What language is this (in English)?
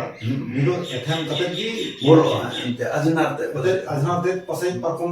Santali